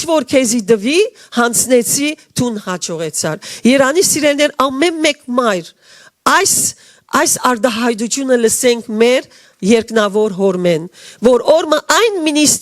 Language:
Western Armenian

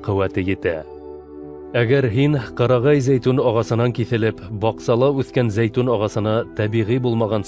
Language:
Bashkir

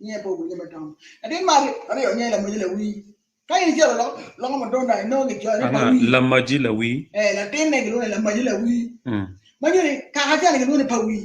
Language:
Acoli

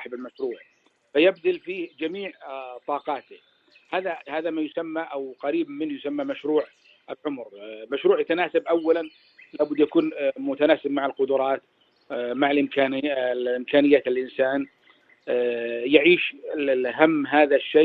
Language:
Najdi Arabic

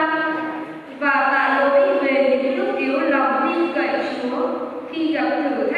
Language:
Vietnamese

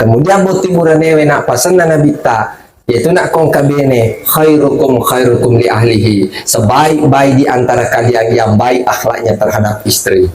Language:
Buginese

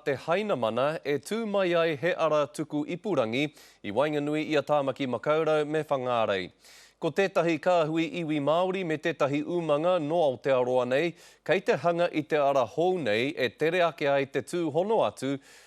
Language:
Māori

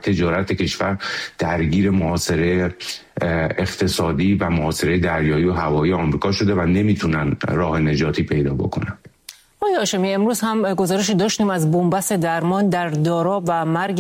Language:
Persian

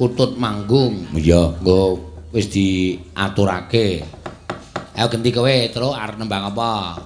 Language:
Javanese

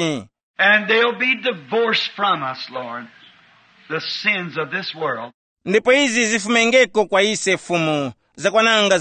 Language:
Tumbuka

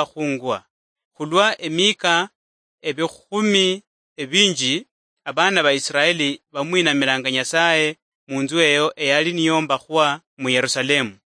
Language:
Luyia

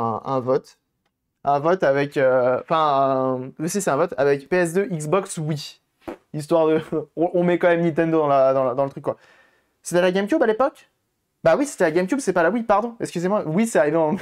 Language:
French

